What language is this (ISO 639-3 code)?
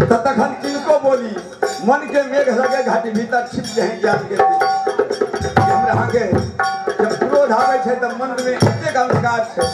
mai